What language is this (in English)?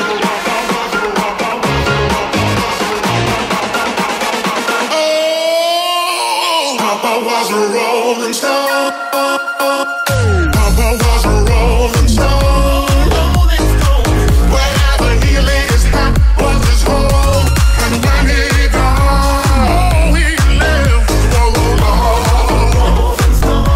English